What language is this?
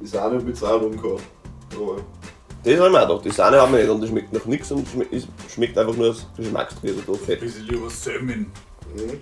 Bavarian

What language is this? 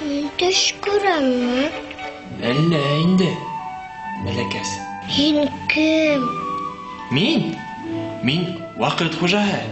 Bashkir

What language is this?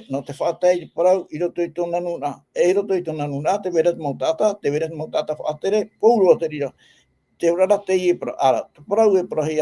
Tahitian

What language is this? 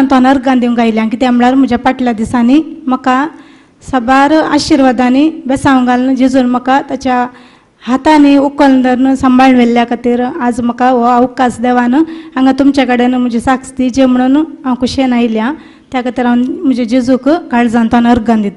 Konkani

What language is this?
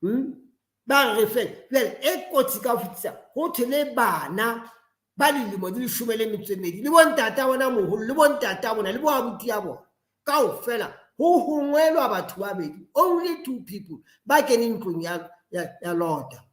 Southern Sotho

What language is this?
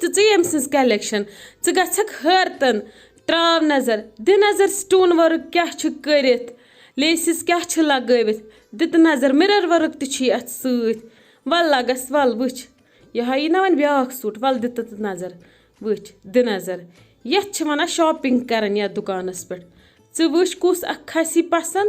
Kashmiri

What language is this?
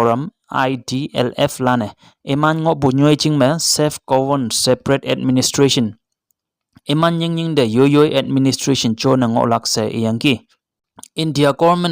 Konyak Naga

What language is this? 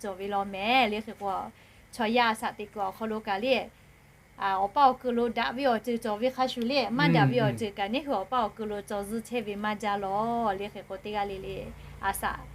Lahu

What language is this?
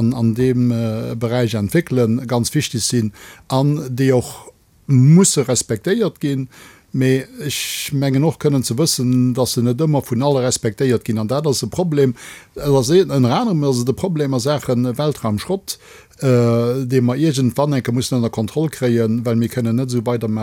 Luxembourgish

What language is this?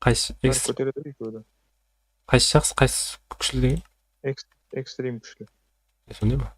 Kara-Kalpak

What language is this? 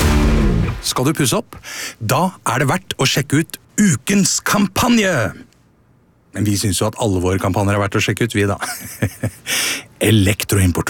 Norwegian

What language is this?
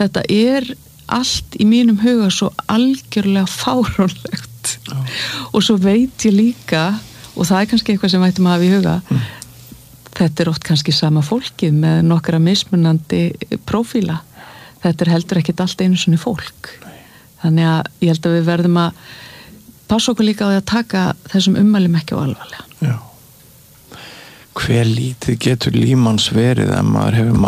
Icelandic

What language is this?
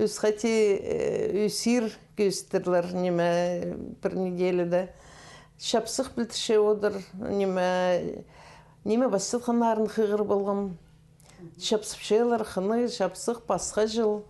Khakas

